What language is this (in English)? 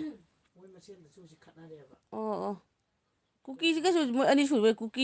Manipuri